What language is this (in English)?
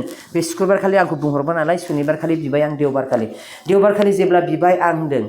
Bodo